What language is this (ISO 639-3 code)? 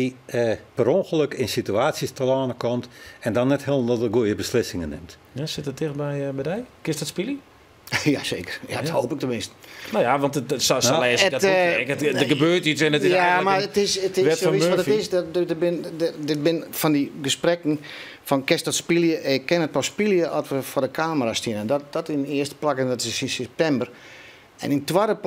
fry